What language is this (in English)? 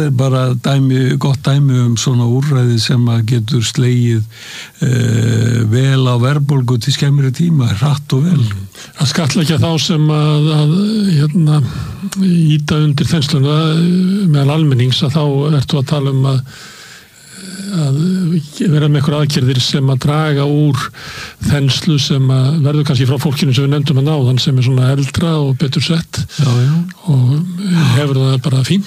Icelandic